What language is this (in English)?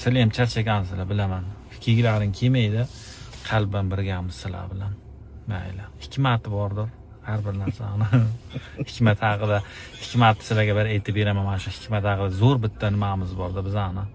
Uzbek